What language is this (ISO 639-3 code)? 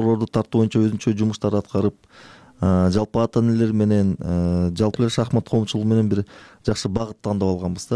kir